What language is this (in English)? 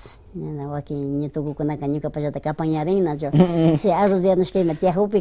Imbabura Highland Quichua